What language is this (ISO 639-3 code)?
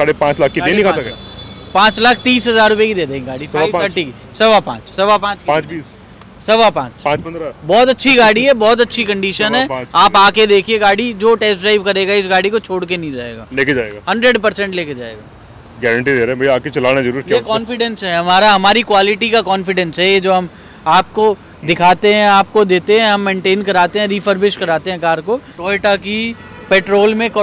hin